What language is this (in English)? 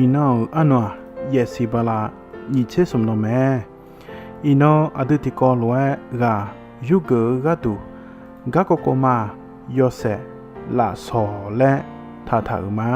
Akha